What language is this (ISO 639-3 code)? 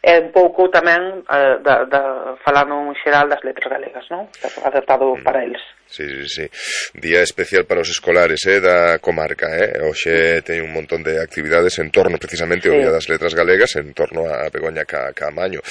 glg